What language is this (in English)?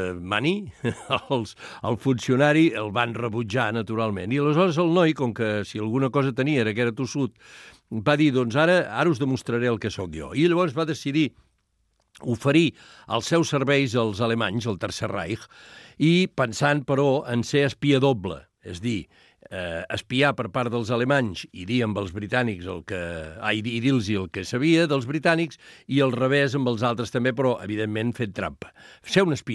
Catalan